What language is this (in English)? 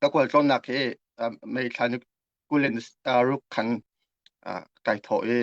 Hakha Chin